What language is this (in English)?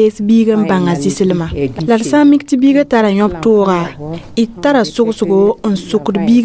Mossi